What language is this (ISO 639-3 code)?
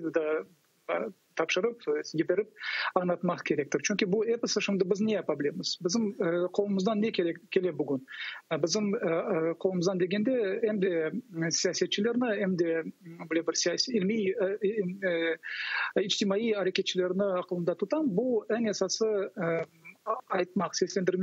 crh